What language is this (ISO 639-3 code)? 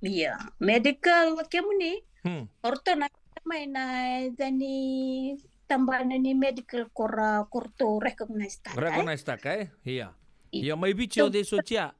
fij